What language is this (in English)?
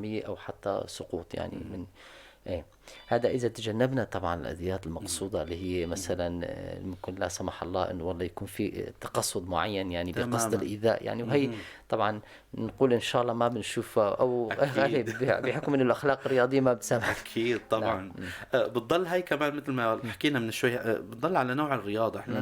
North Levantine Arabic